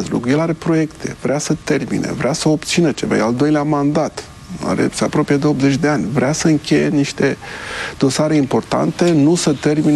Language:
Romanian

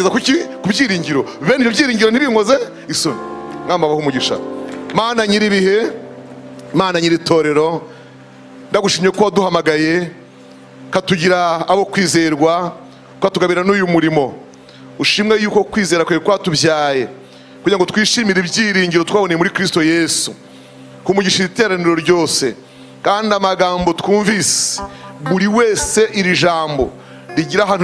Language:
Kinyarwanda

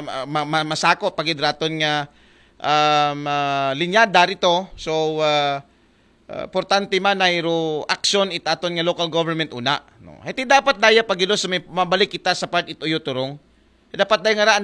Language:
Aklanon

